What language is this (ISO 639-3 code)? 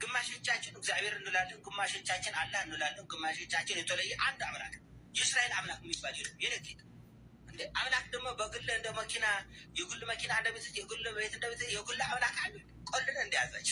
amh